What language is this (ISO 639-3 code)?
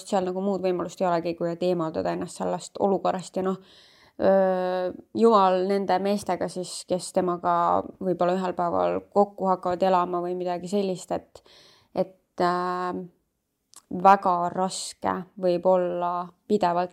est